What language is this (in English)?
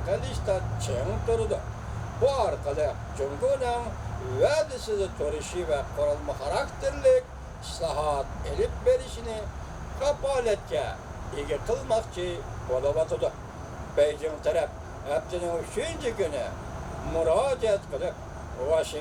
Uyghur